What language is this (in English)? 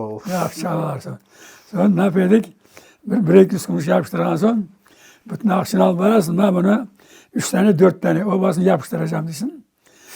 Crimean Tatar